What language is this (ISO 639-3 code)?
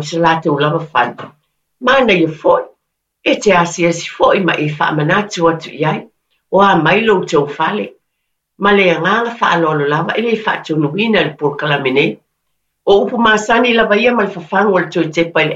smo